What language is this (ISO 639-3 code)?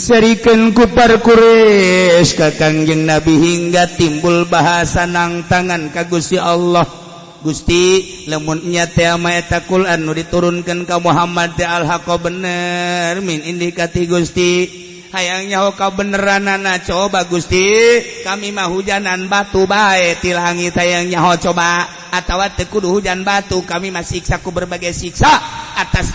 sun